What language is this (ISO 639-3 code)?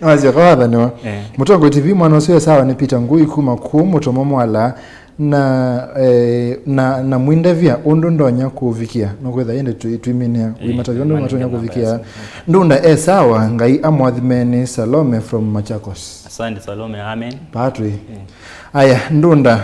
kam